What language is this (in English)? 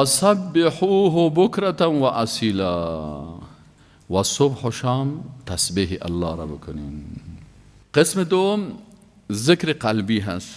Persian